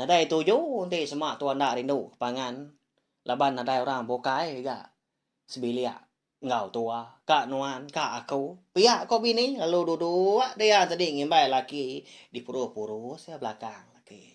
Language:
Iban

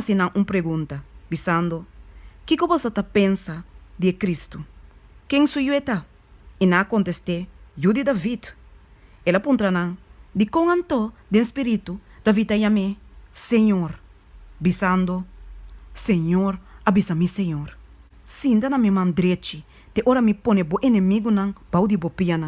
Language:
Papiamento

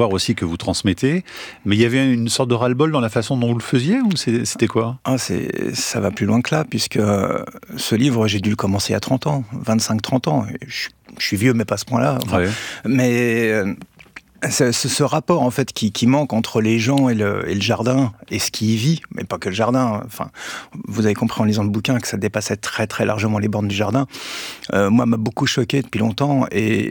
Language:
French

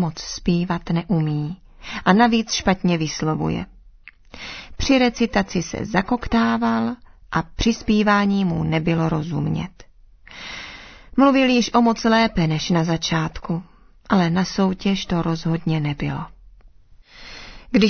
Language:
Czech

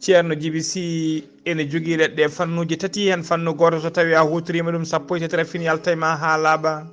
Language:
Fula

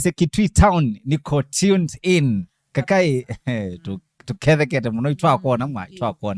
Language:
Kamba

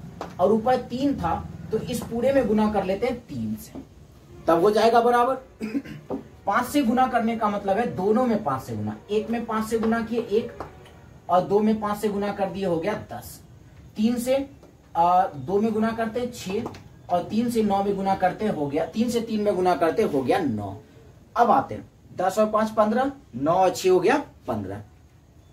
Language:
Hindi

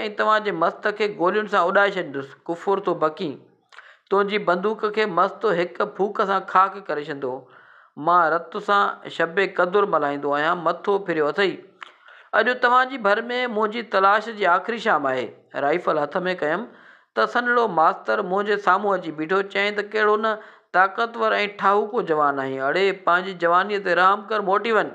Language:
Sindhi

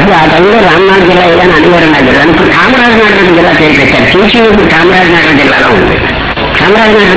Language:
Telugu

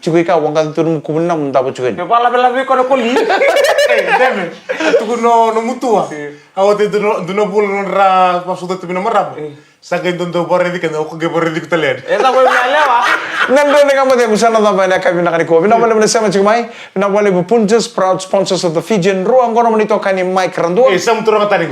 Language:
Fijian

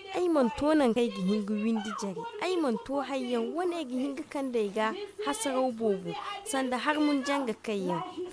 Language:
Zarma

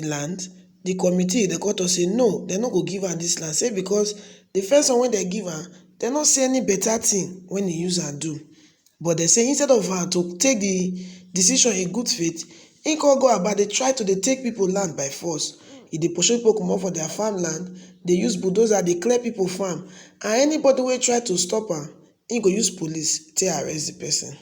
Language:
Nigerian Pidgin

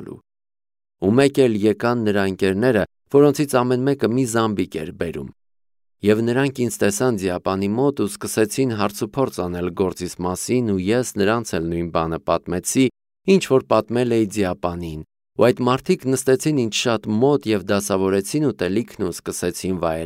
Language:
Armenian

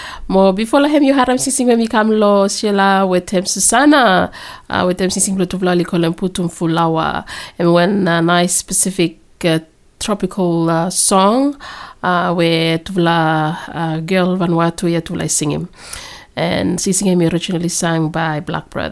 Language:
Bislama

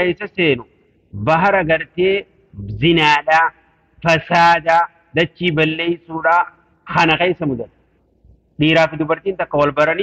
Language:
Oromo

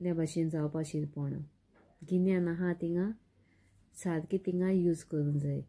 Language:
Konkani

